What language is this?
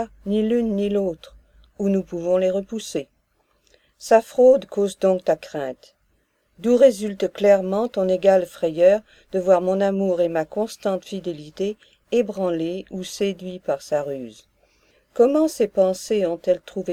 French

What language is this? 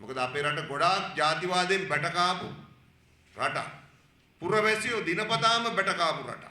Sinhala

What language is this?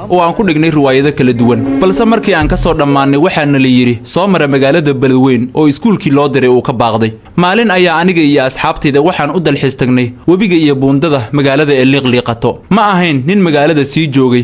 Somali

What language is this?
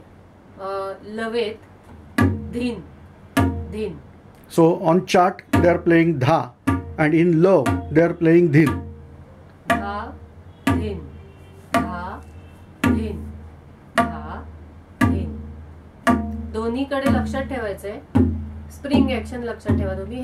Marathi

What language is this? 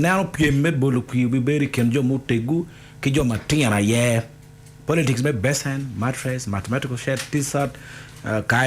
Acoli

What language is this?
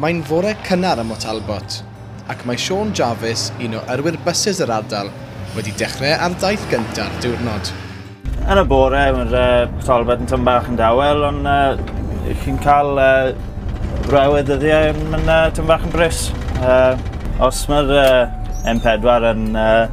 Welsh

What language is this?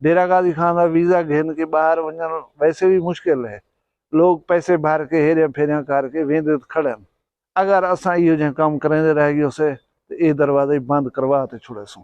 Saraiki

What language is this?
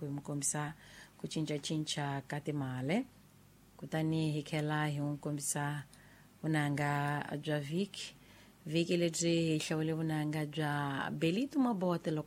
Tsonga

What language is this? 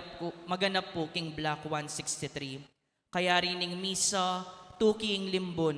Pampanga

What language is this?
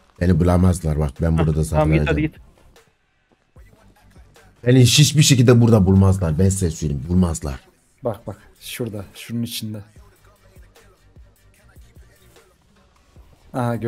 Turkish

